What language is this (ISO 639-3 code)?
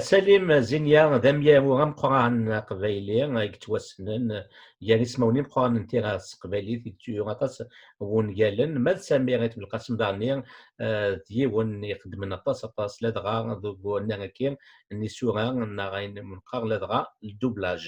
kab